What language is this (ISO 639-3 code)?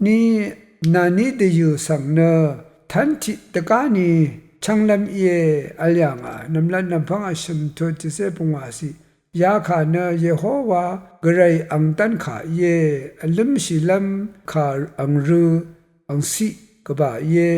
raw